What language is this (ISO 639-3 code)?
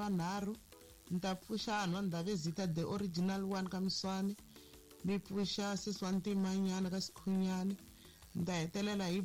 tso